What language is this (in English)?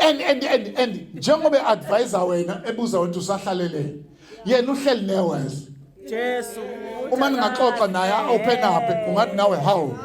Zulu